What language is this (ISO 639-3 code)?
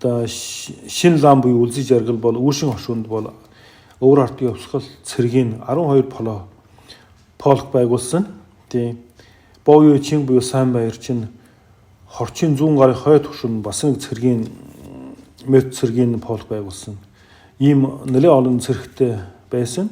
mon